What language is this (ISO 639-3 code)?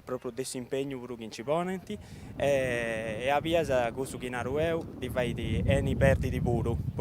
srd